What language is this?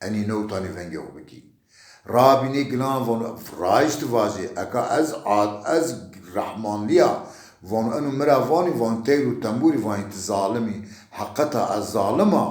Zaza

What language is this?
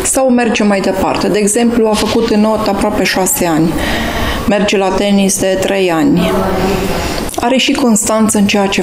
Romanian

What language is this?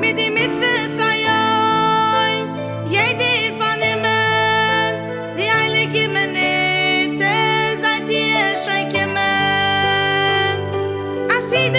Yiddish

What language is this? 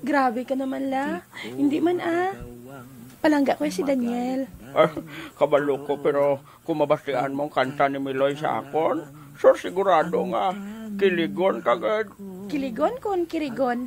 Hiligaynon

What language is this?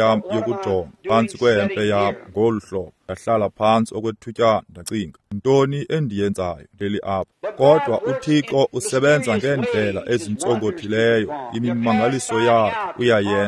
Xhosa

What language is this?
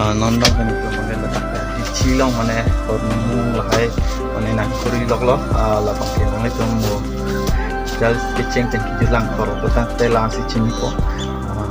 Karbi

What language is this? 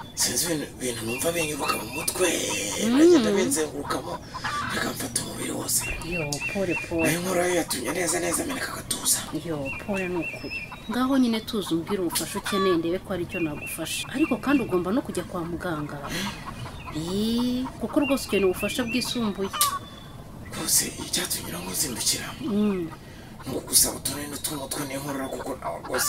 Kinyarwanda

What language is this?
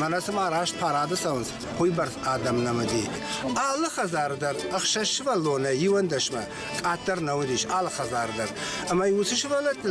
Ossetic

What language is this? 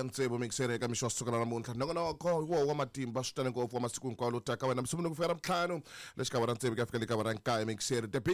Tsonga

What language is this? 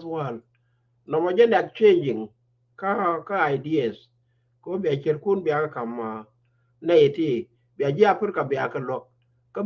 Nuer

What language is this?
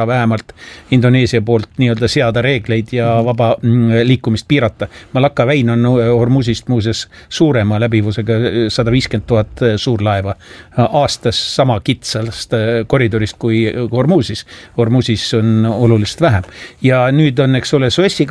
Estonian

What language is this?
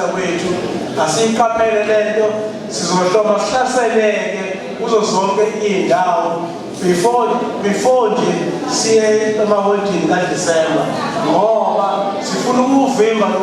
Zulu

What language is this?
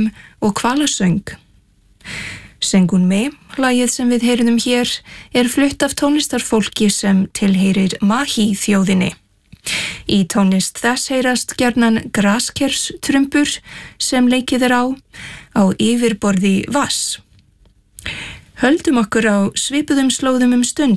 Icelandic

